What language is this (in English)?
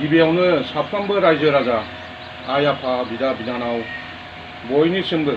Bodo